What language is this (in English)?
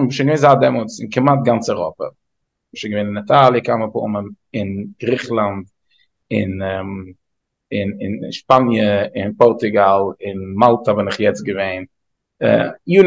Yiddish